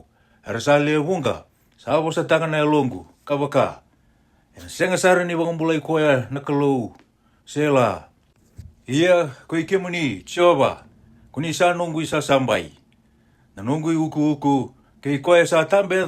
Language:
Fijian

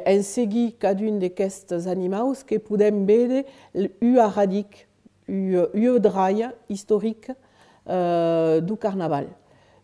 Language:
Occitan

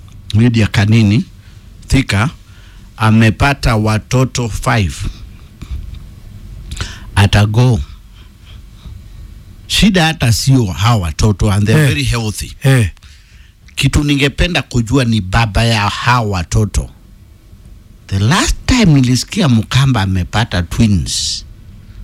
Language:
Swahili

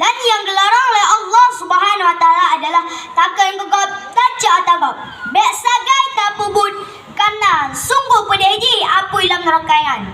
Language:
Achinese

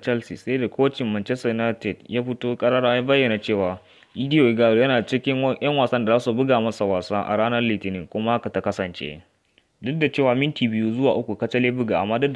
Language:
Hausa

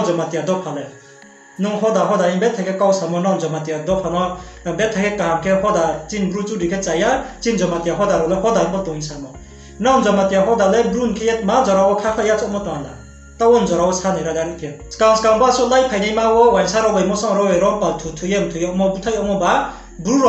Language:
Riang (India)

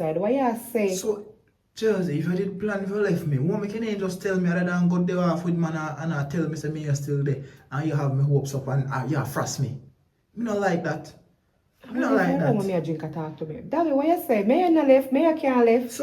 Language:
Jamaican Creole English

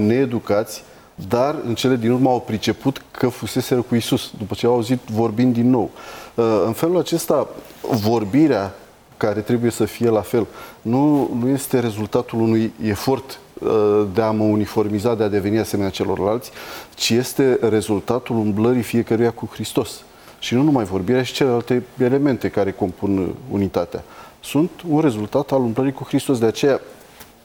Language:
Romanian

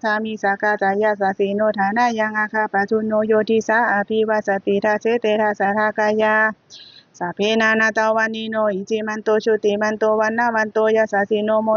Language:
Pali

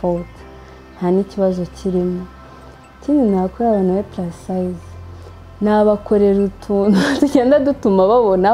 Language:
Kinyarwanda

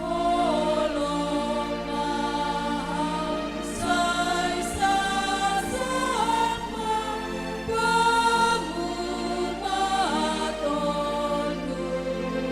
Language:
Batak Simalungun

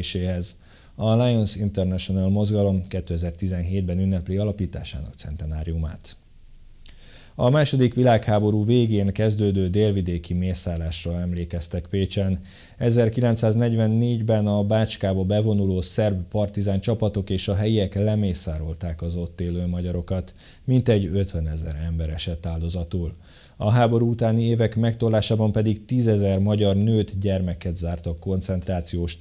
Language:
Hungarian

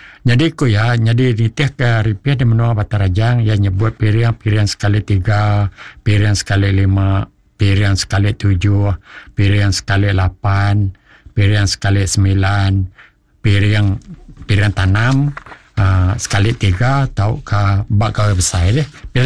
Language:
Iban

